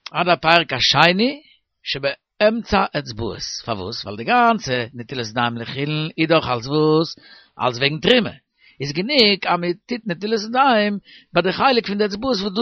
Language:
Yiddish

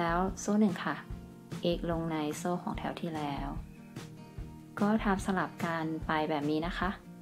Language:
Thai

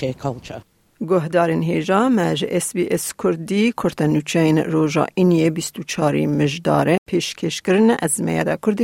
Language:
Kurdish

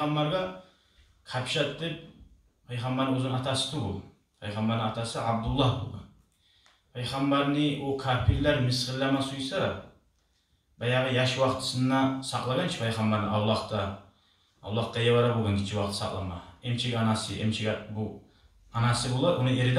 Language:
Kumyk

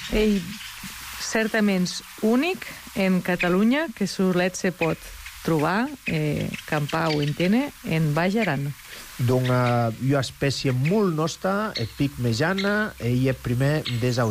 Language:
Catalan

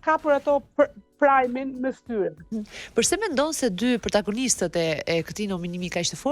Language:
Albanian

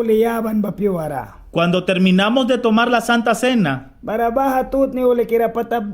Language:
Mískito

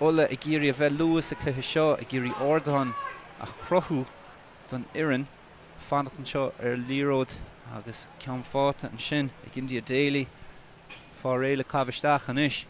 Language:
Irish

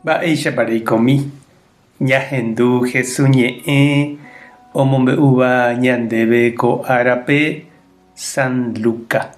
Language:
Guarani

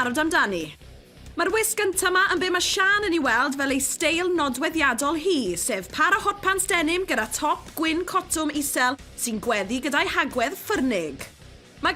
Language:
Welsh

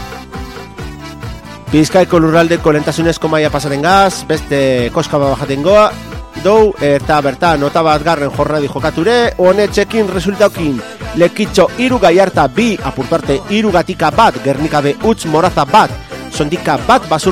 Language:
Basque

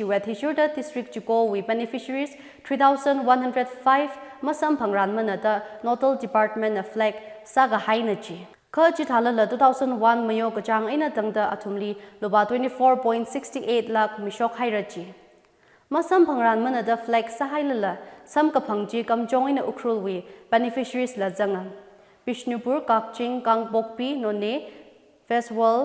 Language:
Tangkhul Naga (India)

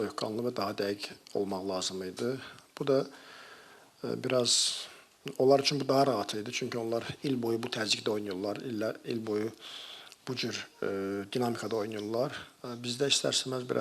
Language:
Azerbaijani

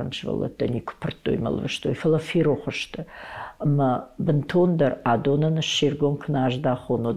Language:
Ossetic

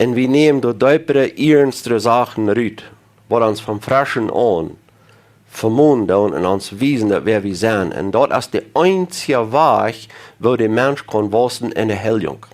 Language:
Plautdietsch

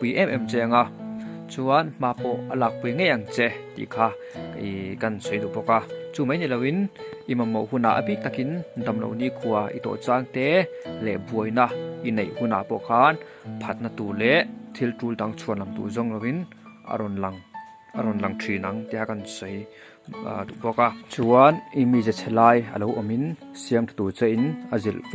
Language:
Mizo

